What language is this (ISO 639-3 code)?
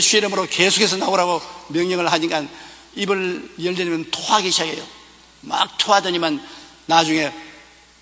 kor